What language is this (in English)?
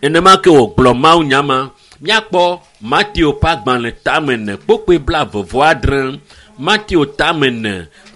Ewe